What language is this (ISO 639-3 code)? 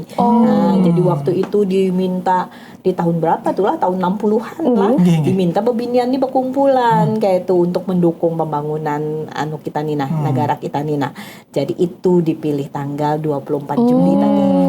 bjn